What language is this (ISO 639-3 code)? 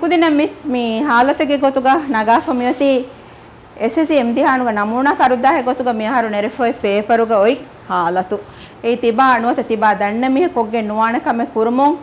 div